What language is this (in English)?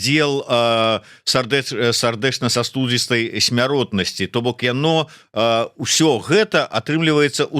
Belarusian